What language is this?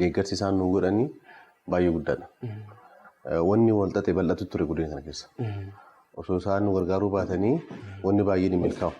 Oromo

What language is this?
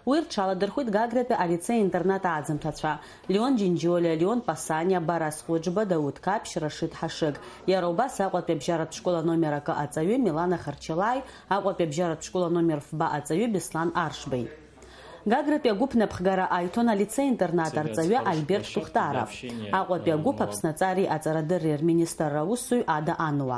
Abkhazian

